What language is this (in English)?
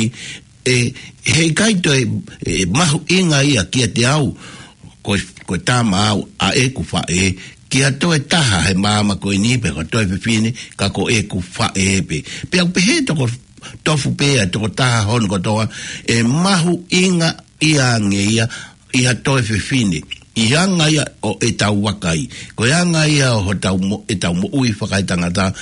Tongan